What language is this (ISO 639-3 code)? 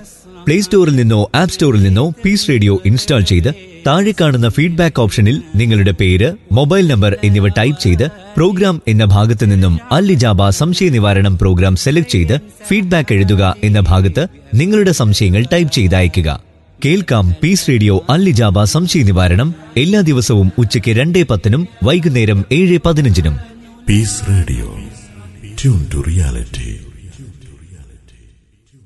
mal